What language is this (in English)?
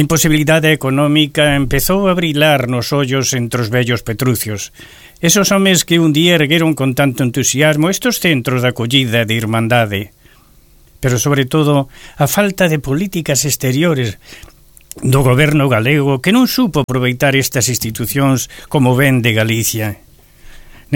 Galician